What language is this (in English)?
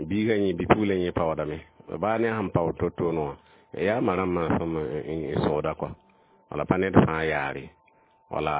Mossi